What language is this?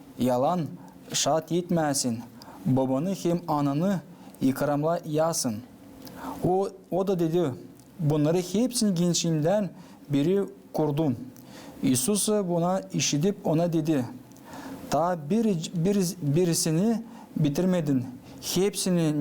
Gagauz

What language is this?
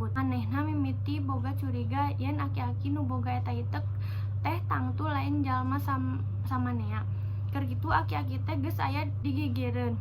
Sundanese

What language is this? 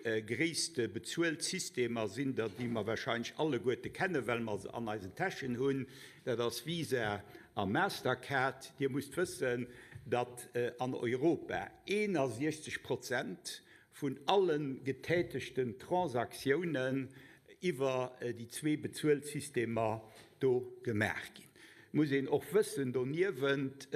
Luxembourgish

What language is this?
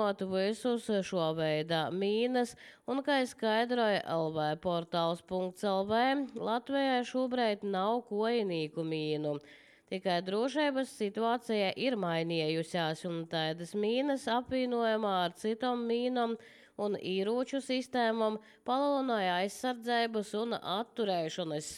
Latvian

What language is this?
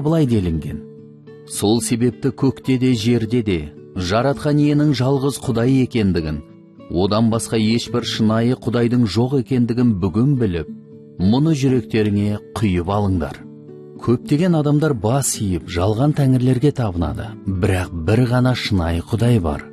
Kazakh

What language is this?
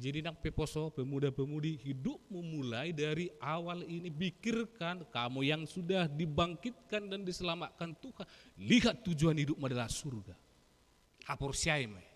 Batak Toba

